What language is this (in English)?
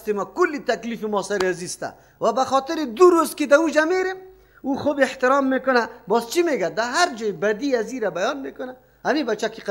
Persian